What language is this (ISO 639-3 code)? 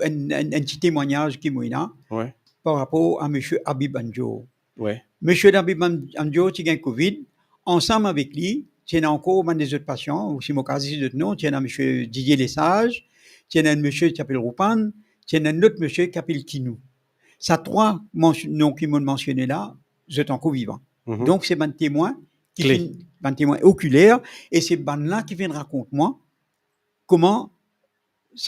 mfe